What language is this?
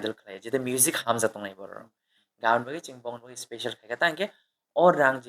Kok Borok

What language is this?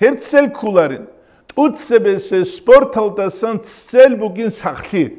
Avaric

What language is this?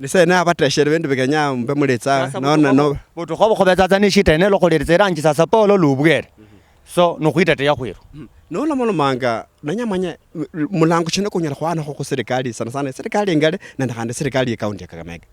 Luyia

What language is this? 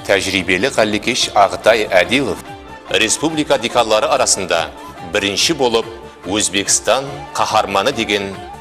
Kara-Kalpak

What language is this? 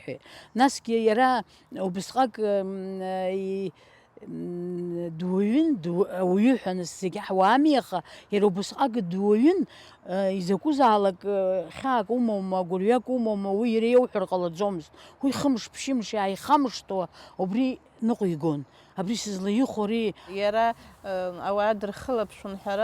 Abkhazian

